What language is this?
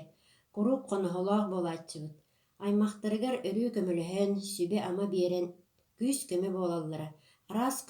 Yakut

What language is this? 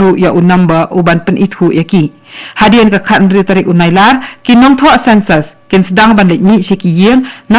Khasi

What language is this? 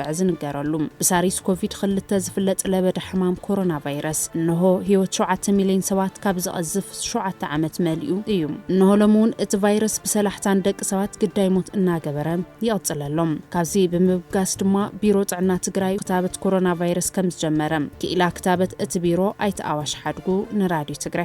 Tigrinya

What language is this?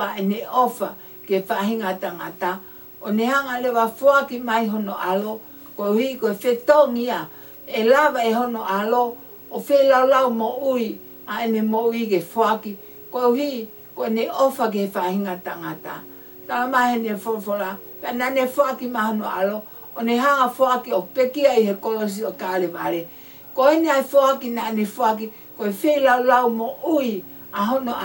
Tongan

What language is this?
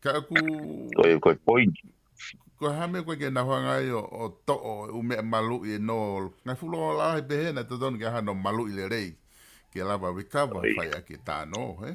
Tongan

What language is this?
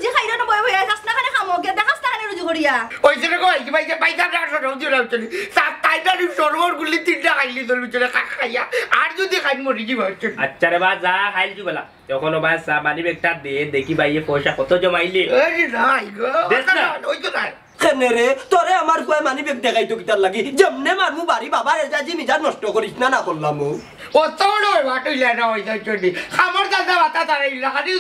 Sylheti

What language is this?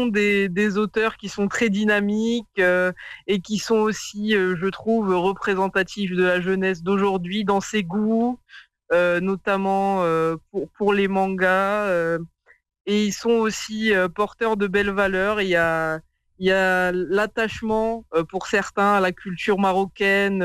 French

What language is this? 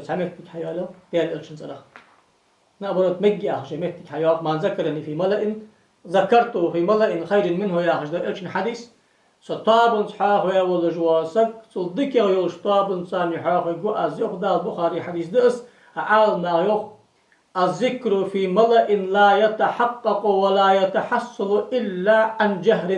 Ingush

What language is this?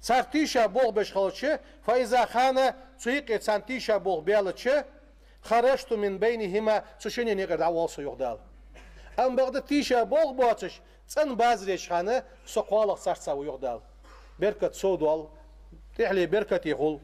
Ingush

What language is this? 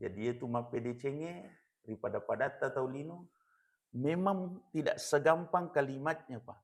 Buginese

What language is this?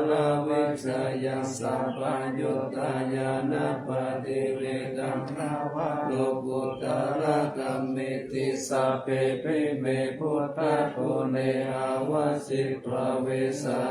Pali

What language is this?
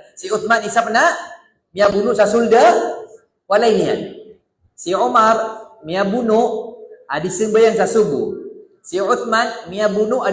Maranao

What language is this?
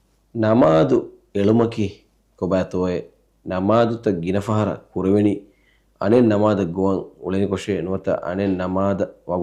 Divehi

